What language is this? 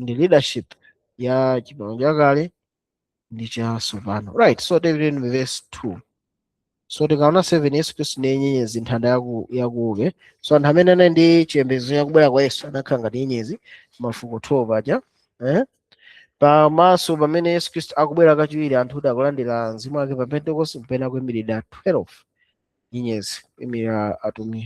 Nyanja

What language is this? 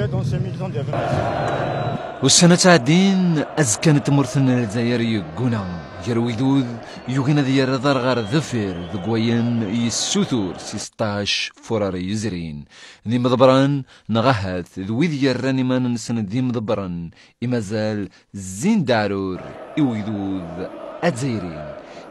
Kabyle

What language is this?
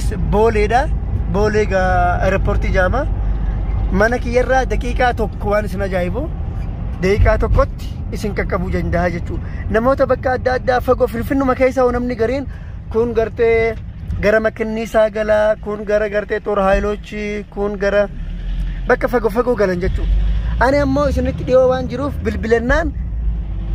Oromo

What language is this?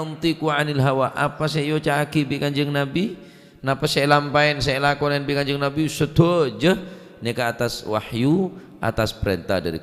Madurese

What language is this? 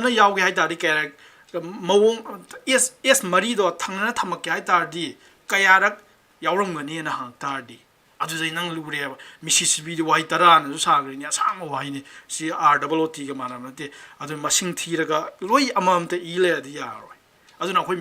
Manipuri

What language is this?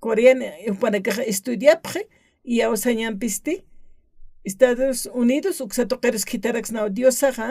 Aymara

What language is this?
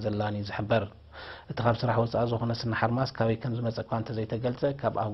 Tigrinya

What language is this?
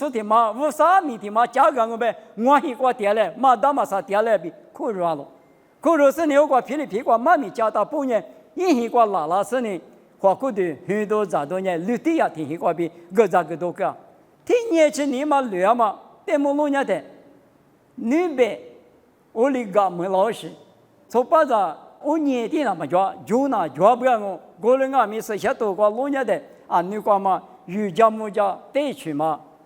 Lisu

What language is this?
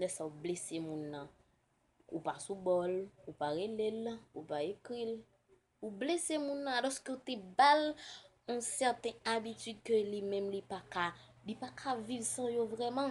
Haitian Creole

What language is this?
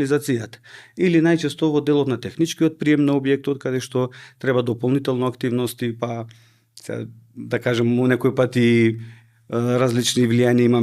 Macedonian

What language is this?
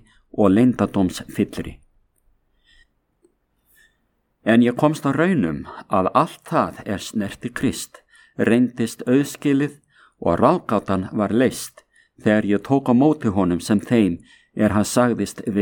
Icelandic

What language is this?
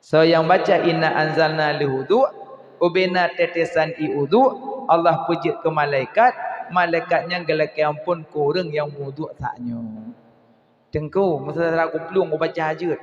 Achinese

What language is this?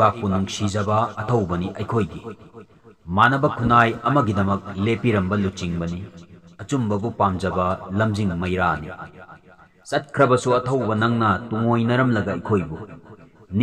Manipuri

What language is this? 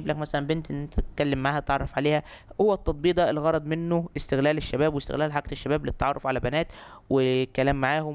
Egyptian Arabic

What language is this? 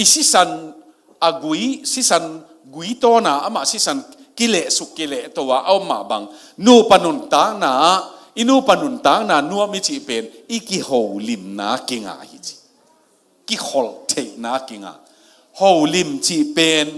Tedim Chin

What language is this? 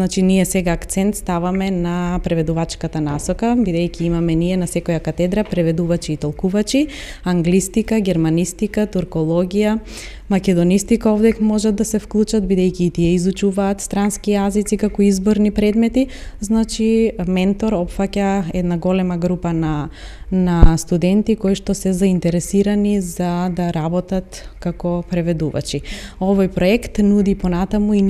Macedonian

